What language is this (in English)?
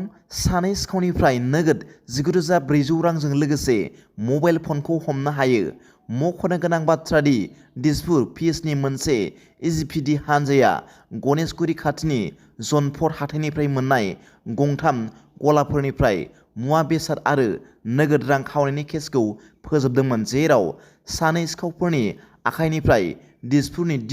Bodo